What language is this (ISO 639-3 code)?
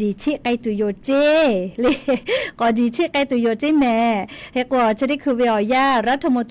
lhu